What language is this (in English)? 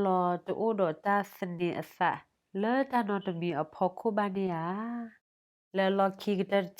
S'gaw Karen